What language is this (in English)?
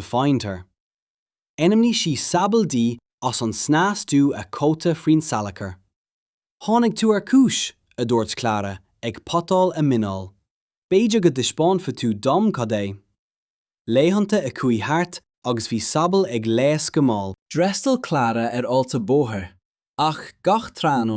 Irish